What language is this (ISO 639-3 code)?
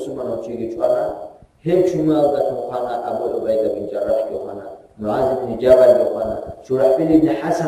ava